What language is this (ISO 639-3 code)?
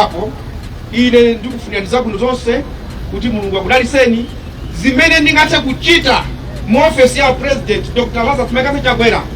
nya